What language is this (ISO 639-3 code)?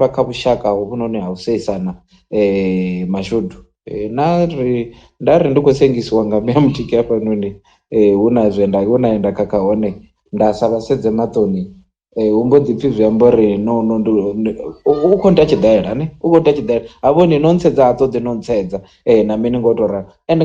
ven